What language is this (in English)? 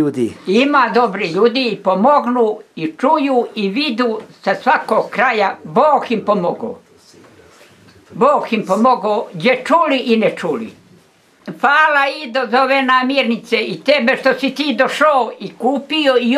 Bosnian